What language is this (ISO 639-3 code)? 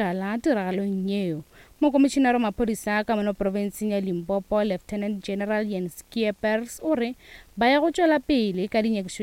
nso